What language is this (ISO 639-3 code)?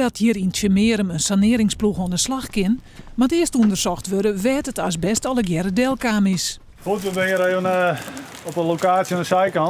fry